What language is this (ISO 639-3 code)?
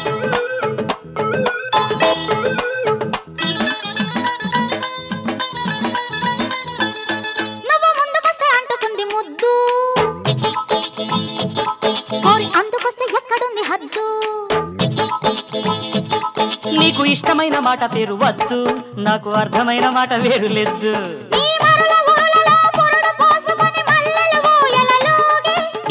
tel